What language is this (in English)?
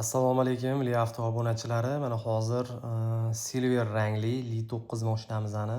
Uzbek